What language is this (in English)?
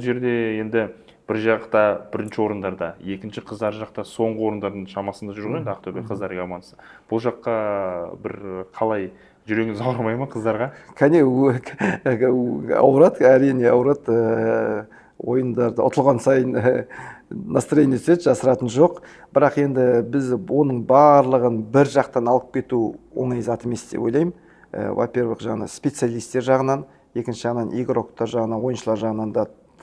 Kazakh